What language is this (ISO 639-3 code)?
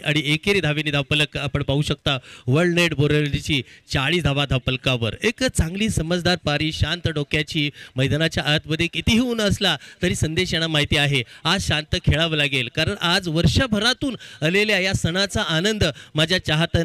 mar